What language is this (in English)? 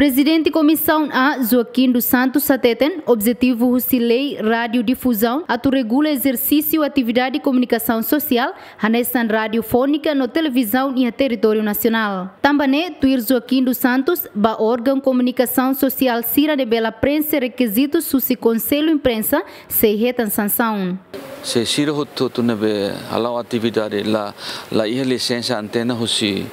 Tetum